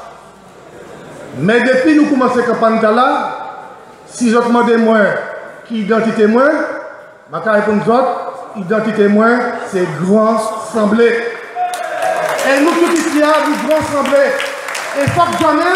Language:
French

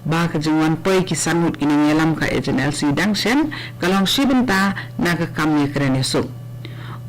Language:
Khasi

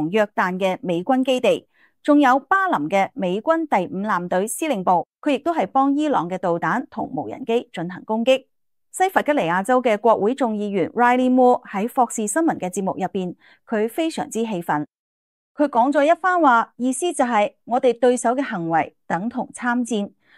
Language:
Cantonese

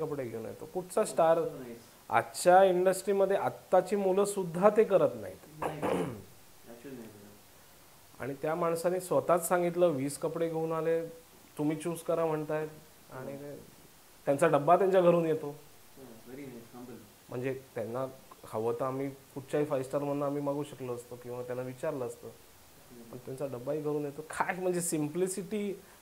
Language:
Marathi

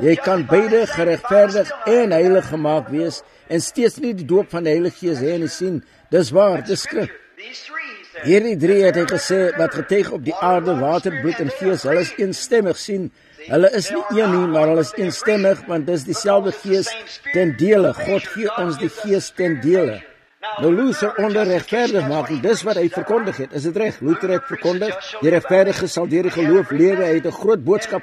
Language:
Afrikaans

